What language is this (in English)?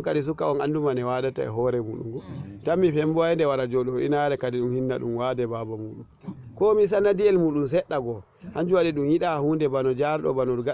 Fula